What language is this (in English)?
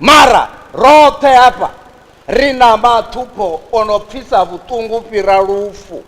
Venda